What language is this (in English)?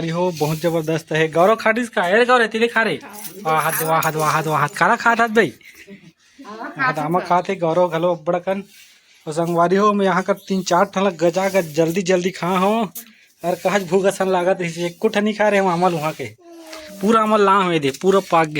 Chhattisgarhi